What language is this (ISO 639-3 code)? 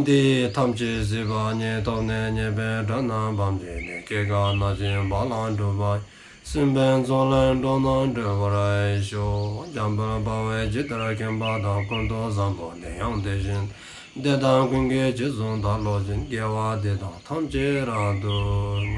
dzo